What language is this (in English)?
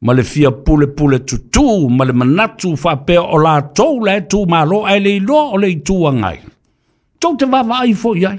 Samoan